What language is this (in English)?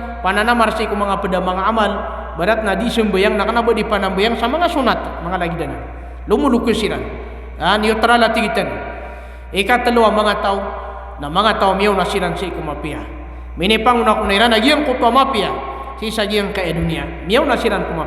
Maranao